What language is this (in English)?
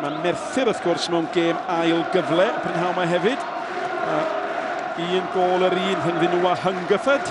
Welsh